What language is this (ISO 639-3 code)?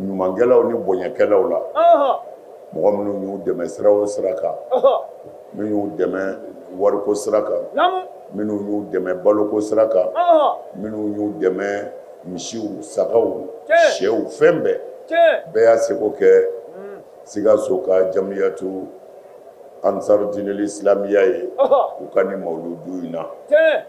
bam